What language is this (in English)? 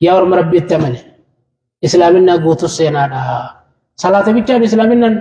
Oromo